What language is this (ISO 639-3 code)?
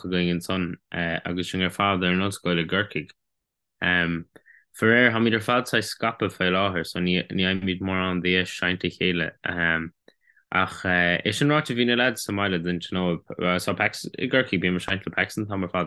gle